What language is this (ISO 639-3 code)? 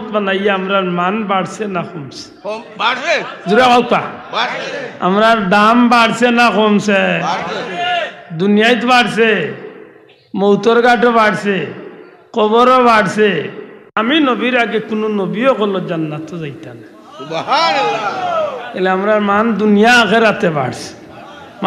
syl